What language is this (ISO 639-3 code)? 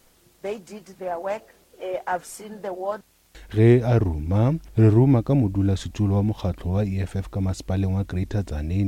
nso